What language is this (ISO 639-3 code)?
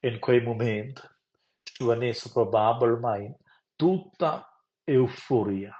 roh